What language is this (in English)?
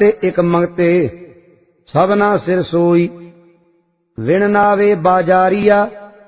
Punjabi